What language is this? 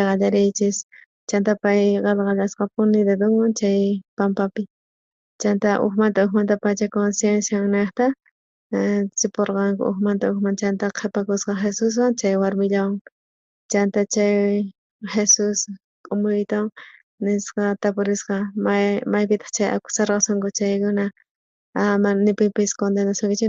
South Bolivian Quechua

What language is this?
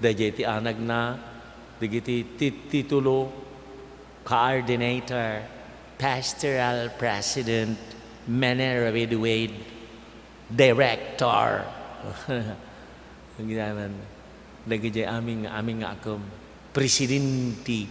Iloko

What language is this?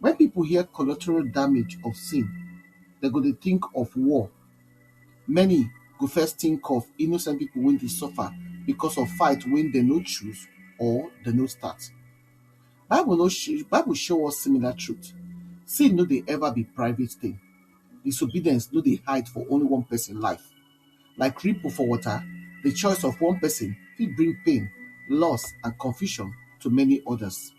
Nigerian Pidgin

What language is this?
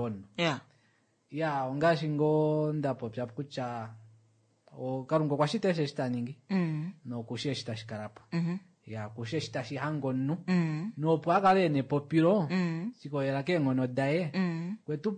Kuanyama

